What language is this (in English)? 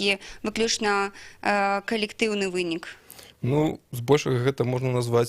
Belarusian